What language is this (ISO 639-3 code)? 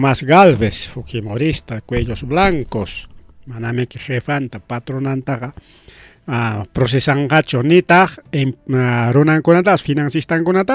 quy